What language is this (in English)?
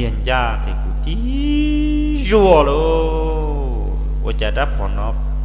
Hmong